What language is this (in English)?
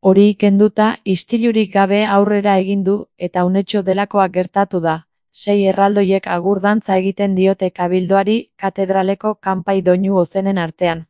Basque